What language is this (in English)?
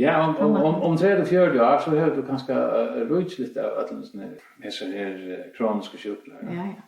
Faroese